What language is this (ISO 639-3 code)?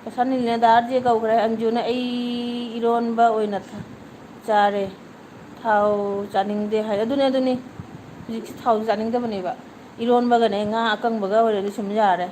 mni